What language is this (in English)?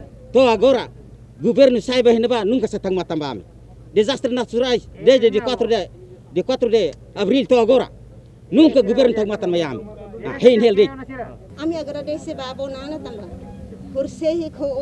Tetum